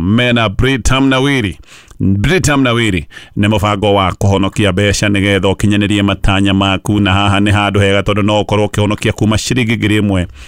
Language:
Kikuyu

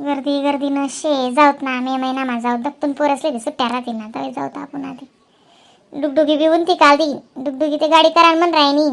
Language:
Khandesi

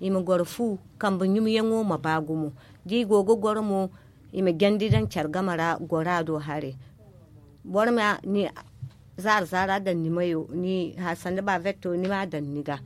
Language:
Zarma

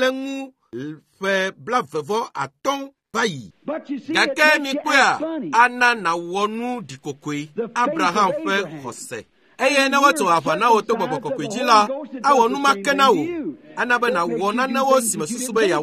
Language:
Ewe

